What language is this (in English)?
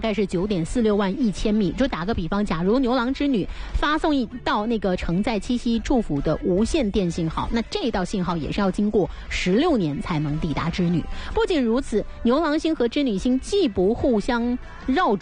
Chinese